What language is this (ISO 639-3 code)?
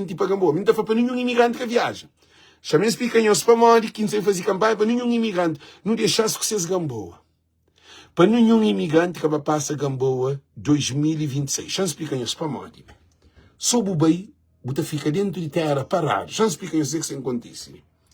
kea